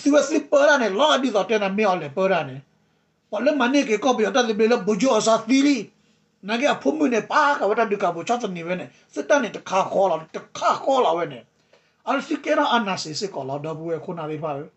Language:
S'gaw Karen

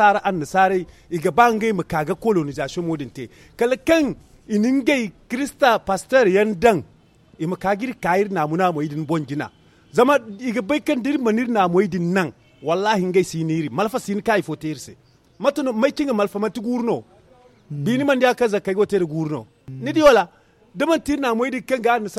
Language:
Zarma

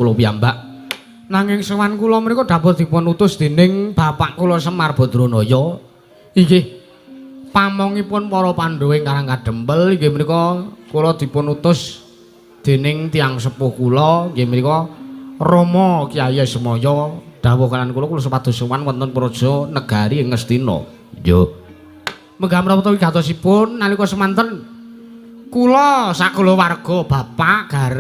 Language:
Javanese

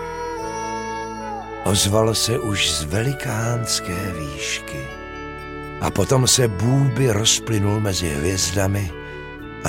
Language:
Czech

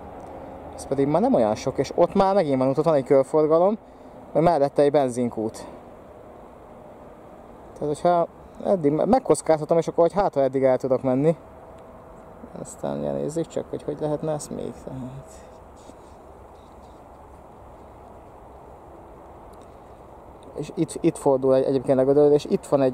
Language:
Hungarian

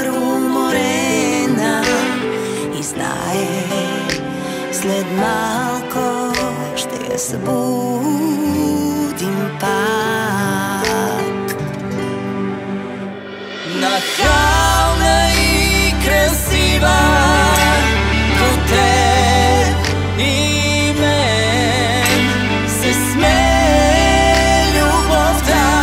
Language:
Bulgarian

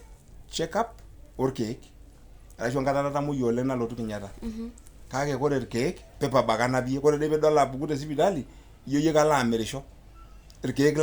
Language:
Masai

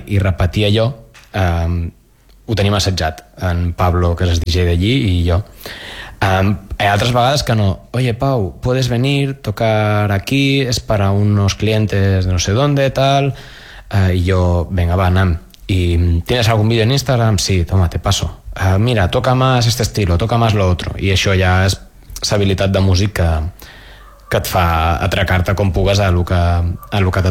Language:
Catalan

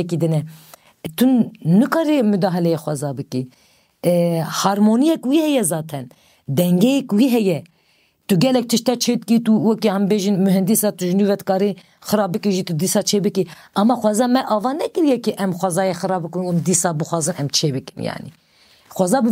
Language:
Kurdish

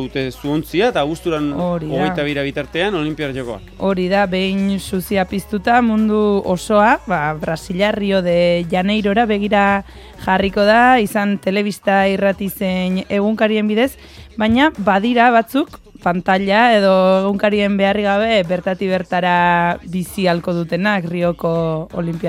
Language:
Basque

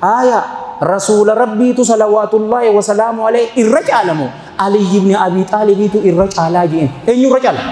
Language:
Oromo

